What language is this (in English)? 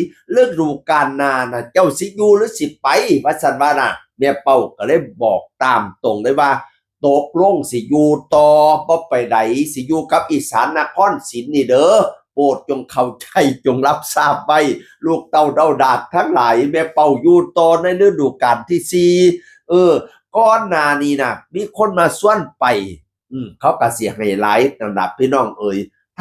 Northeastern Thai